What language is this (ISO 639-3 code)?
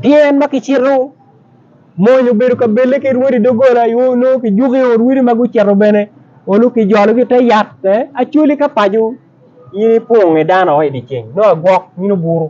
ach